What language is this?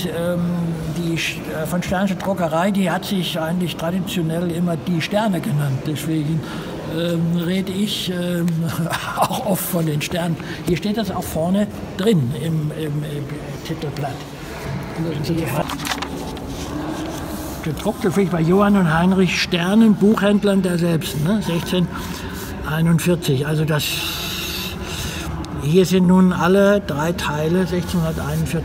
German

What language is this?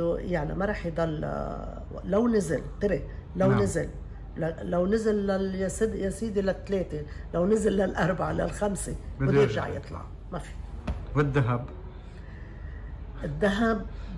North Levantine Arabic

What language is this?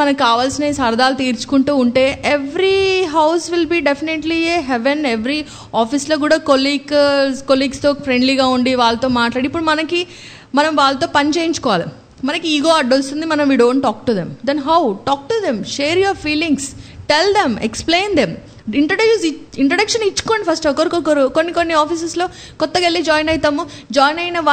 Telugu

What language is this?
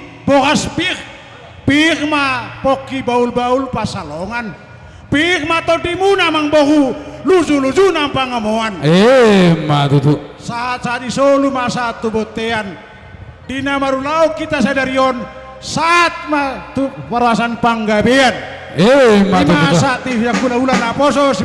Batak Toba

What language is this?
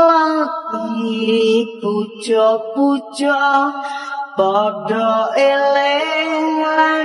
Javanese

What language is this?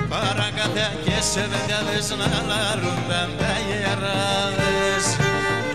Greek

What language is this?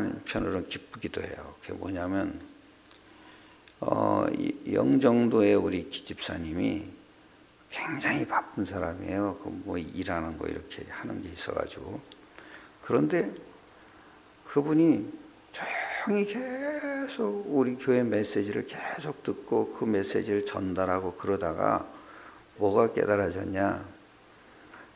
Korean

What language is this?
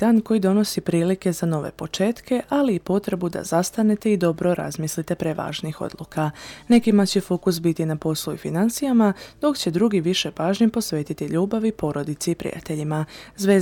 Serbian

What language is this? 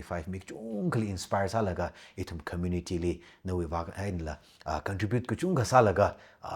Tangkhul Naga (India)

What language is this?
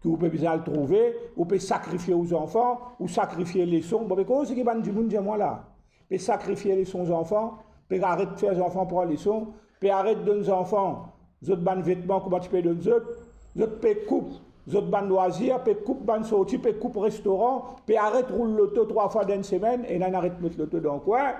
Morisyen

